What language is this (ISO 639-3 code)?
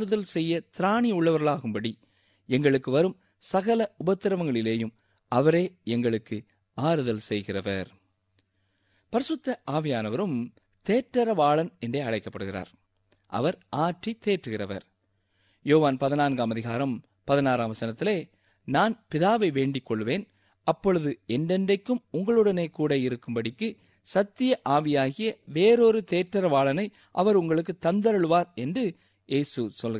tam